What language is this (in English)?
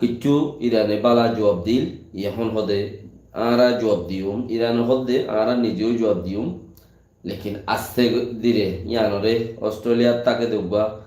Rohingya